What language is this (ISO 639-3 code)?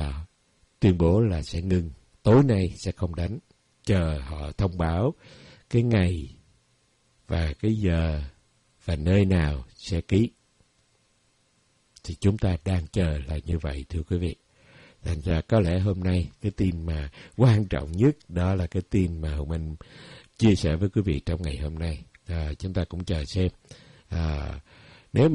vie